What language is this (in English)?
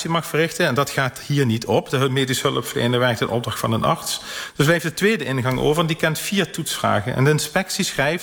Dutch